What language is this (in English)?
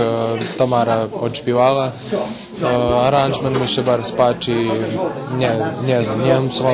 Rusyn